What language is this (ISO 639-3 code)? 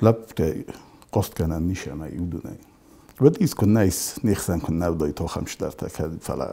oss